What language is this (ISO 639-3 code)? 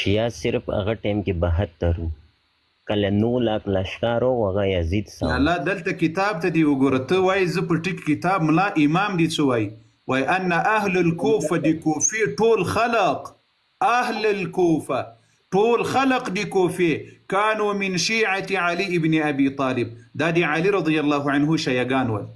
pus